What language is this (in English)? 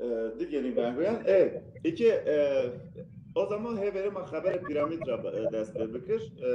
Zaza